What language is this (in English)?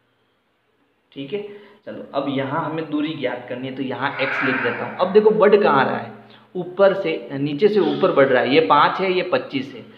Hindi